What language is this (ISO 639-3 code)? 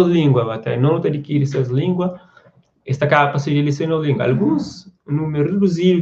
kea